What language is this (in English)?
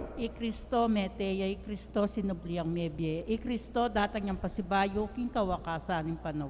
Pampanga